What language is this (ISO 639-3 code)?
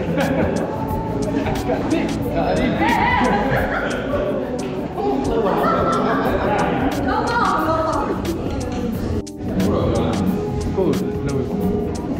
mya